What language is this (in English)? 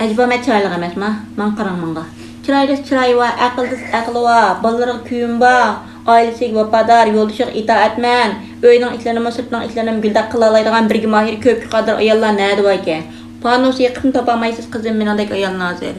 Uyghur